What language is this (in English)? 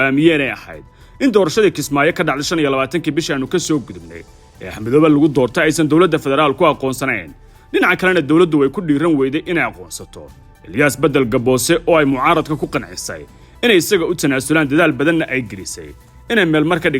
Somali